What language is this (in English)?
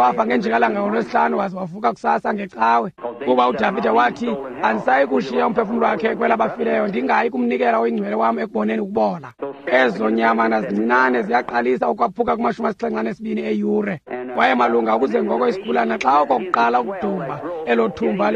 Xhosa